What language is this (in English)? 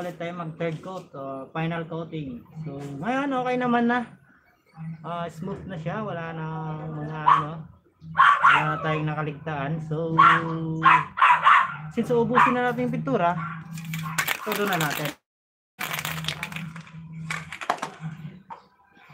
Filipino